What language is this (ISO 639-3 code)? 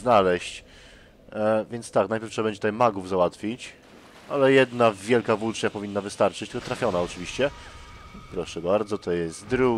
pol